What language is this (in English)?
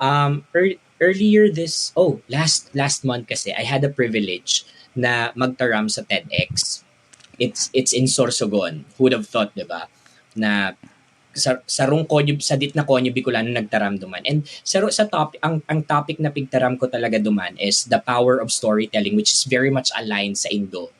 Bikol